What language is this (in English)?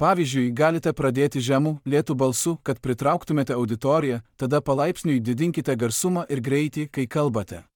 Lithuanian